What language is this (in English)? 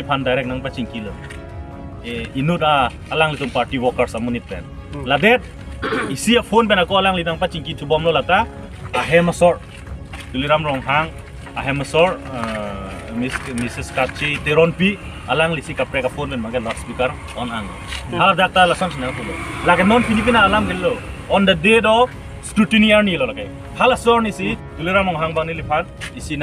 Karbi